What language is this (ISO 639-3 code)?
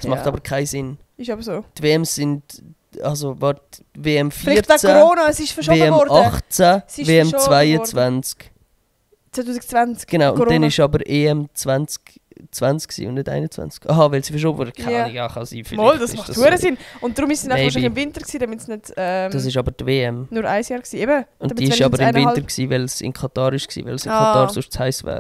gsw